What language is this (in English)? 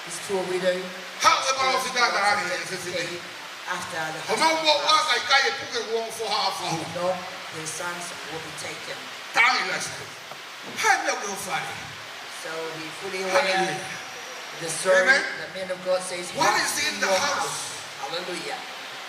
Tongan